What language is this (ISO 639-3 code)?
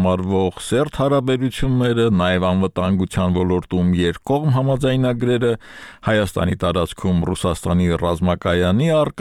hye